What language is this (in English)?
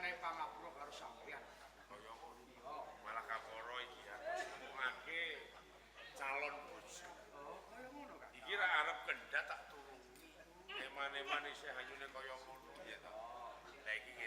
Javanese